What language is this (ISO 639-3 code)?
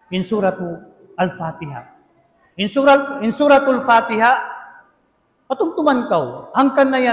tsg